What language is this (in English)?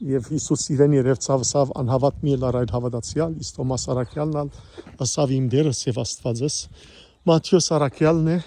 Western Armenian